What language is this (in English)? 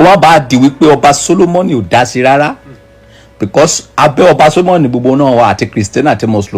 Yoruba